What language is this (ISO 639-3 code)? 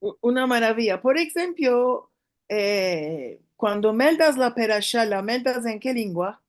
lad